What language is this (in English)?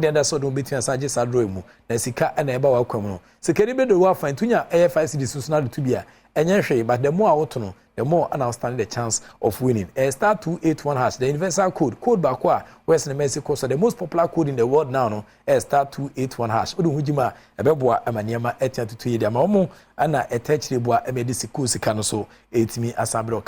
Akan